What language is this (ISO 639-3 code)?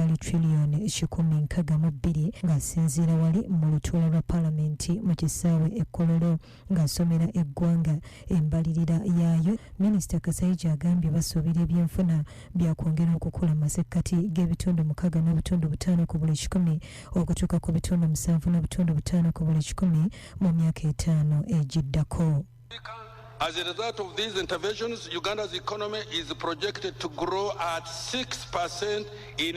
lug